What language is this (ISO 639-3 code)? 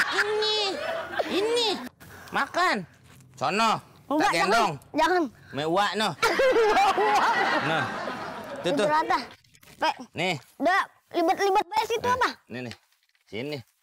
bew